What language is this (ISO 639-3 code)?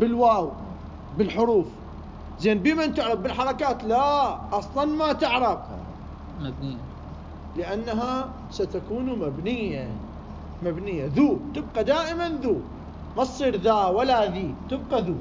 acm